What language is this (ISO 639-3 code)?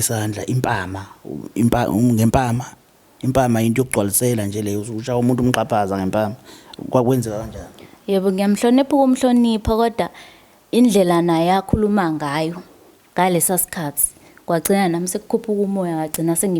zul